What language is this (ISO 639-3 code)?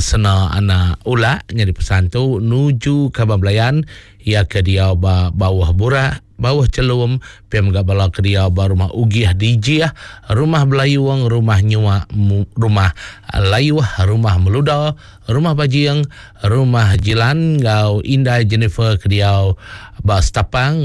iba